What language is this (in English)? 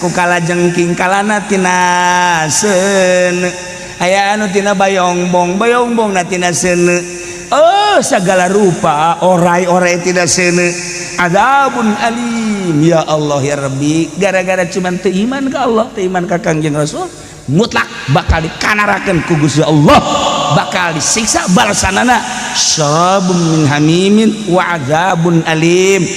Sundanese